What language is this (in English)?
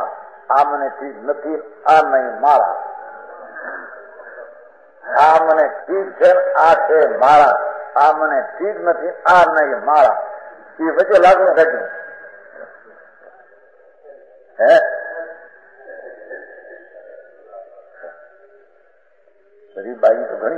Gujarati